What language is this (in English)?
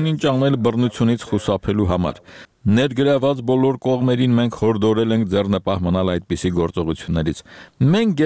Armenian